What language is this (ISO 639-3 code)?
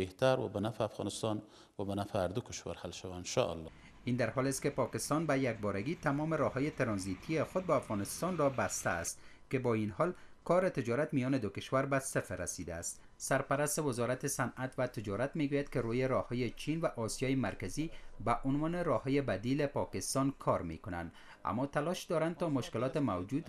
fas